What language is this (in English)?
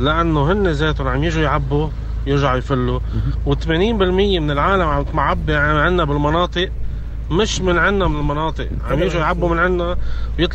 North Levantine Arabic